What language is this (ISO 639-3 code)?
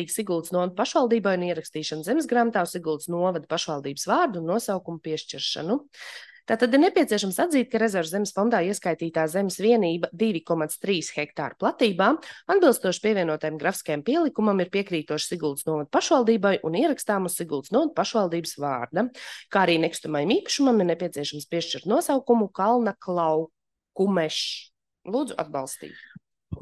lav